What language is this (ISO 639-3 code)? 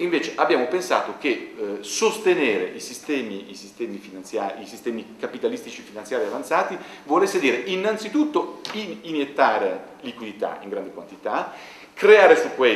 ita